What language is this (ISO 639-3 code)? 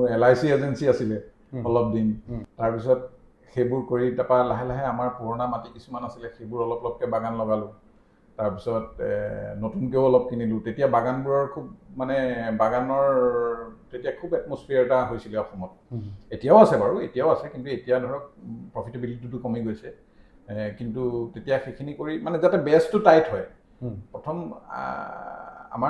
asm